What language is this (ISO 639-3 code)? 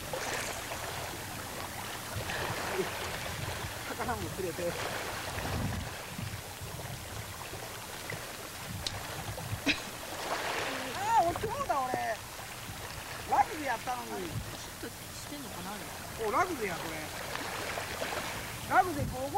jpn